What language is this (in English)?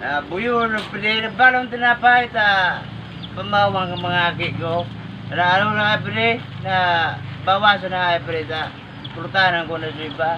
Bikol